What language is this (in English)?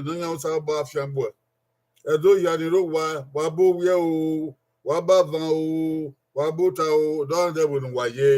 Bini